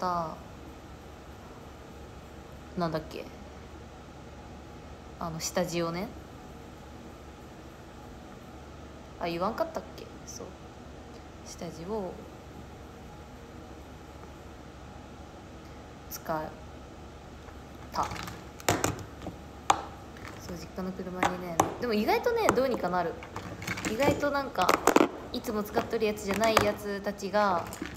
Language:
Japanese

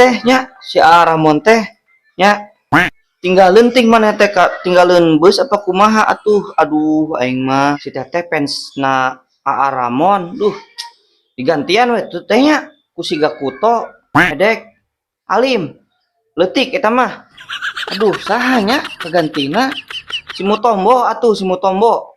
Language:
Sundanese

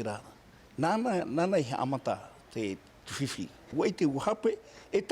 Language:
Tahitian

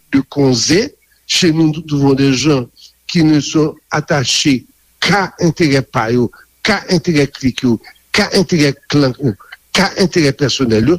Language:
Haitian Creole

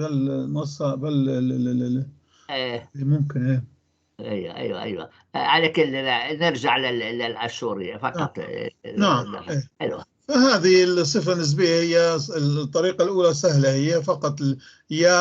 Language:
North Levantine Arabic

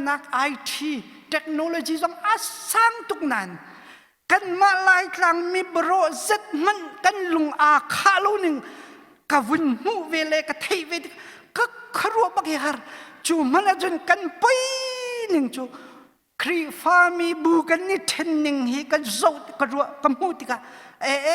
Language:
Hakha Chin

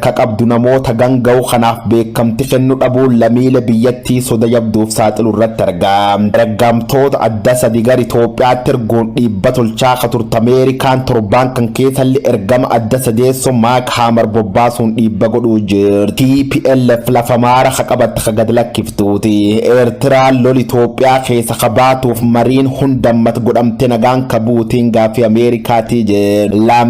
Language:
Oromo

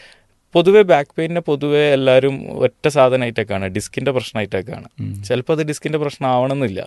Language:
Malayalam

